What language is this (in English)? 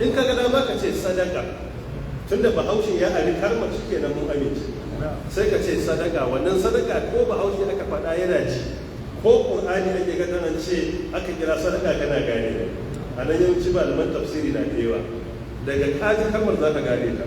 Hausa